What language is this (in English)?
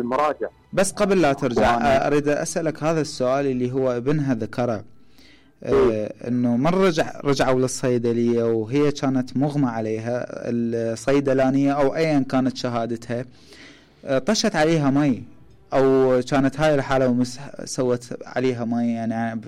Mesopotamian Arabic